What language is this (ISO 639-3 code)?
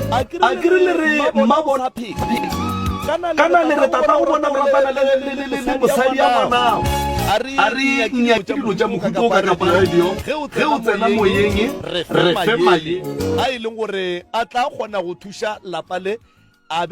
nso